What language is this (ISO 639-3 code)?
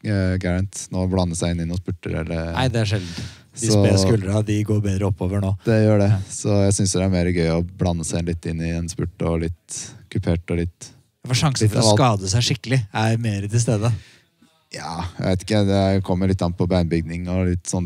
nor